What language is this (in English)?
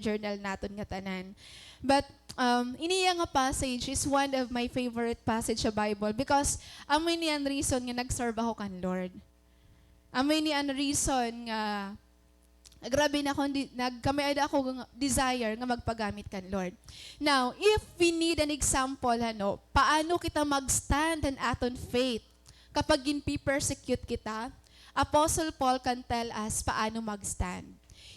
Waray